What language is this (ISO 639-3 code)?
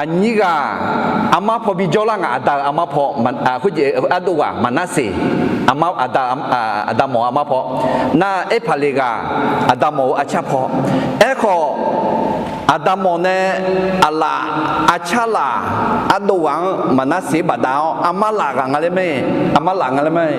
ahk